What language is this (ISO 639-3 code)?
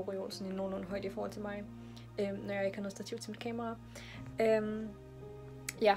dan